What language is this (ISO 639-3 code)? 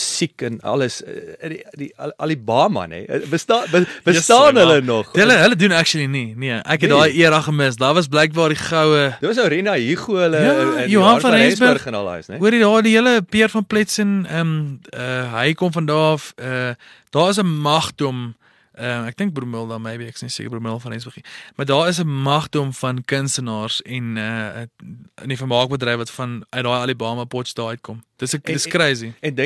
afr